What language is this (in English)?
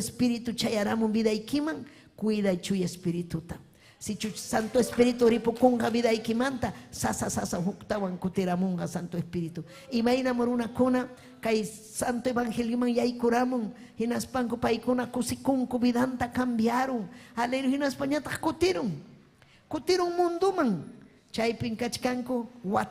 Ayacucho Quechua